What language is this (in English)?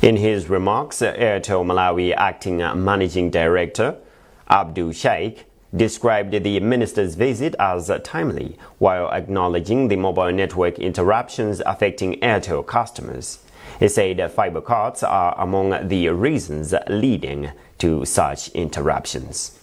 English